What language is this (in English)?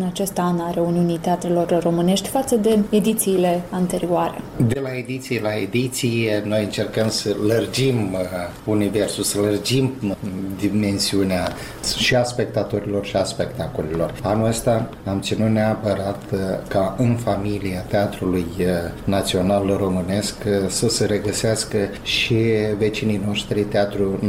Romanian